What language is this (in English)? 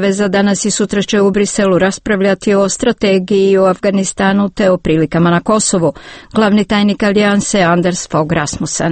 Croatian